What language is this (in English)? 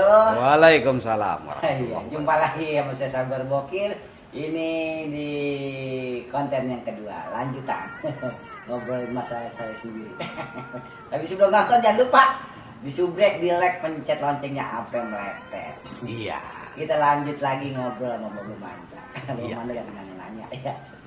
Betawi